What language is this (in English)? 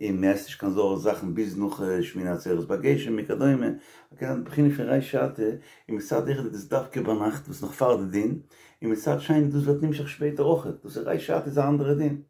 Yiddish